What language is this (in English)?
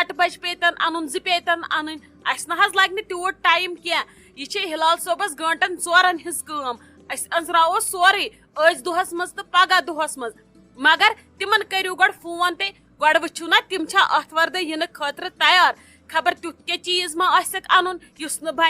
Kashmiri